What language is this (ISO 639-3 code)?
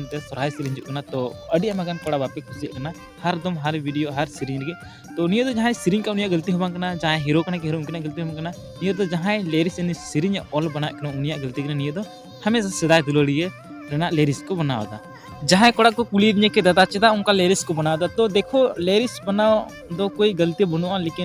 sat